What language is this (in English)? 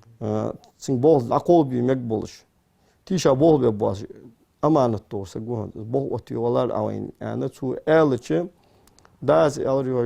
Ingush